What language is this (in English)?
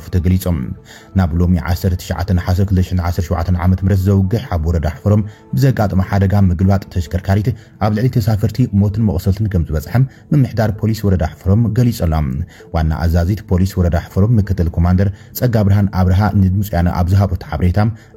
Tigrinya